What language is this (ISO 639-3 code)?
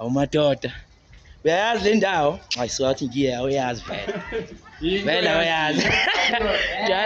zul